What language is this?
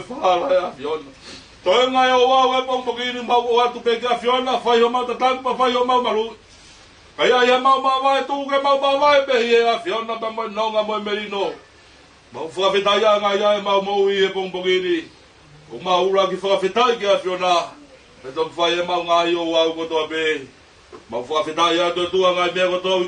Tongan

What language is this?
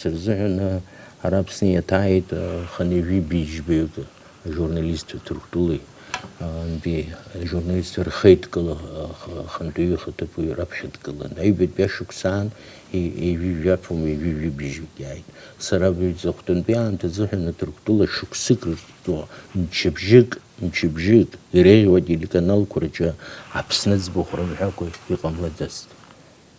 Abkhazian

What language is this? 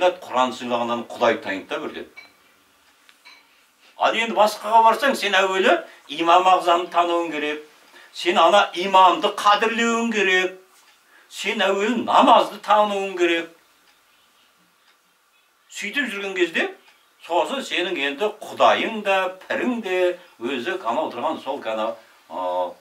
Kazakh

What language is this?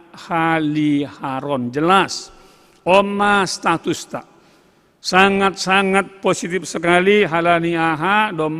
Batak Simalungun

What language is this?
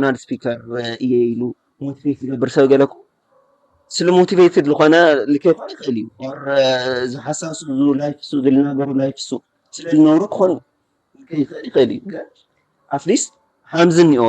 Tigrinya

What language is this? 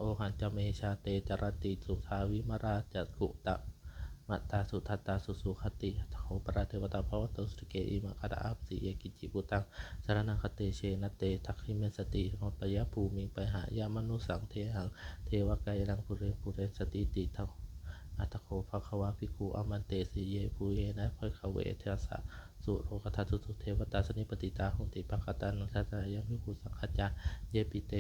Pali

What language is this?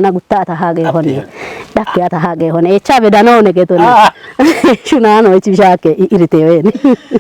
Kafa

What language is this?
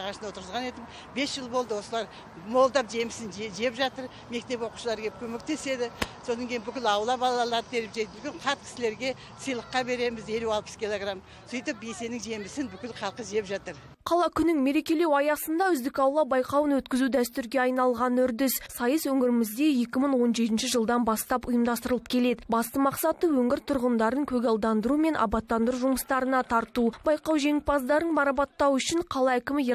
Kazakh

